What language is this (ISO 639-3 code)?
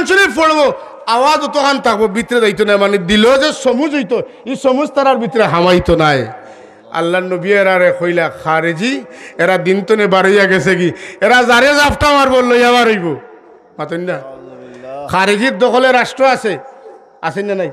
syl